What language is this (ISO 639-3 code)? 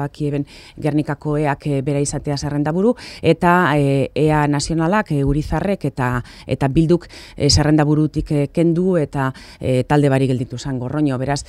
eus